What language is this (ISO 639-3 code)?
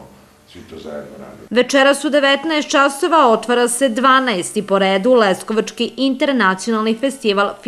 srp